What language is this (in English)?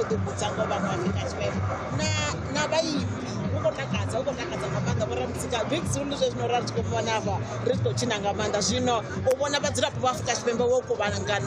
Venda